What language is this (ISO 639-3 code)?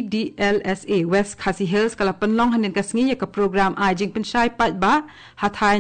kha